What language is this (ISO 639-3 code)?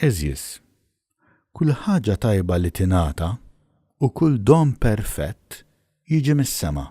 mlt